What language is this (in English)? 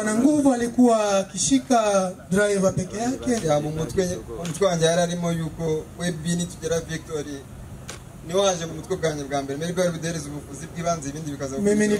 Kinyarwanda